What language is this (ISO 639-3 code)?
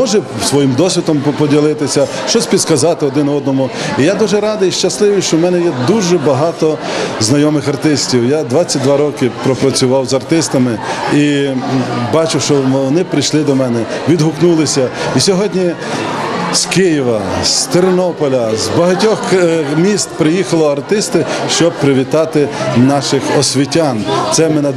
ukr